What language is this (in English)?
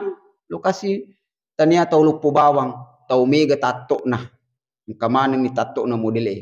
Buginese